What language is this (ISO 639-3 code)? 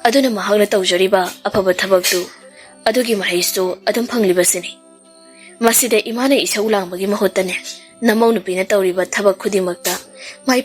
mni